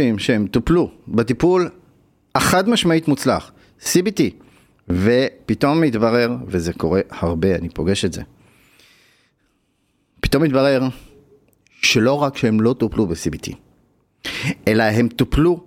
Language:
Hebrew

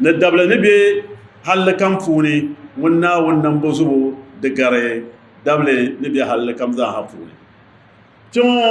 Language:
Dagbani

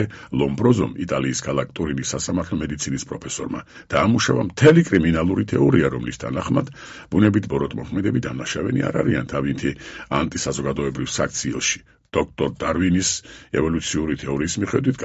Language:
Georgian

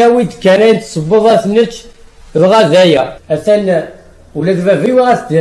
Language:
Kabyle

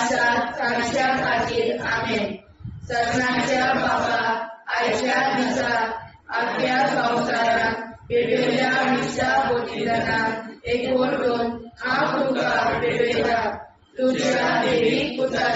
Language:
Konkani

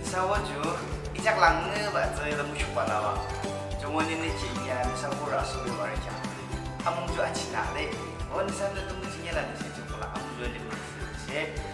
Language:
Yimchungru Naga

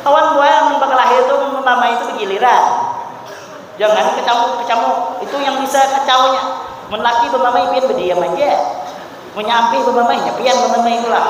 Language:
Banjar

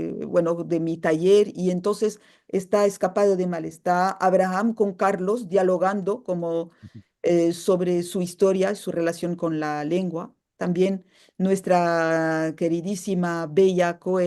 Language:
Ladino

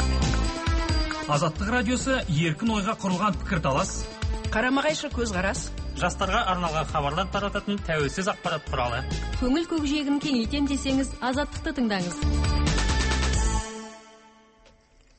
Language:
Kazakh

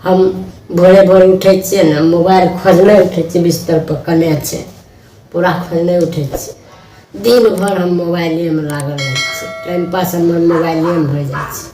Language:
Maithili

